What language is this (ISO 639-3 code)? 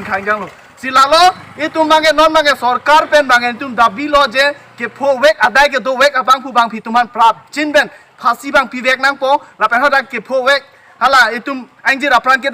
mjw